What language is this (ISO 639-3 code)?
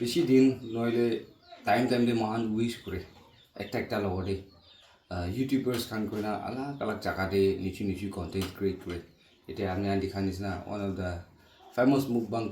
nag